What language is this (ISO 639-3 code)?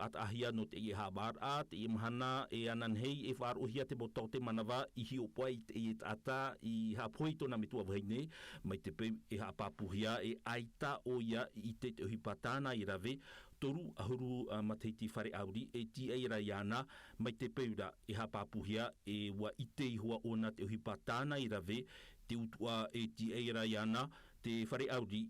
tah